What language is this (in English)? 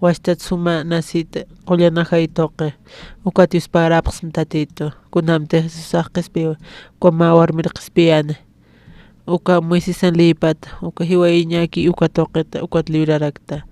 Aymara